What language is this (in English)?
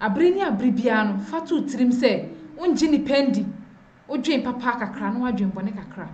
Akan